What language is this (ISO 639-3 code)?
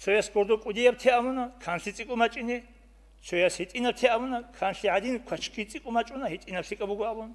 ava